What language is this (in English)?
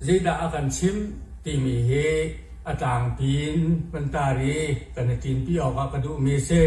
Hakha Chin